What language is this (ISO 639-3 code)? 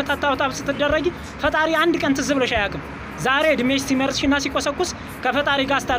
amh